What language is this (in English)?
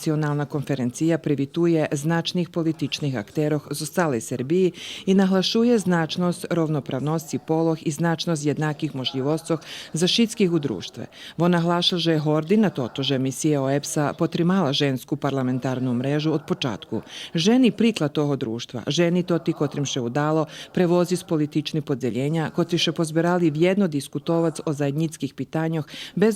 Rusyn